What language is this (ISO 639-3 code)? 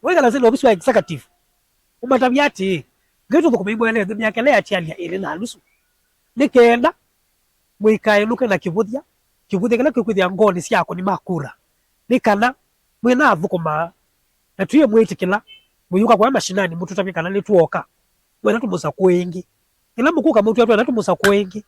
kam